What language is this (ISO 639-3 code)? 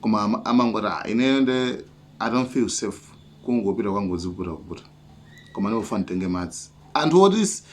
nya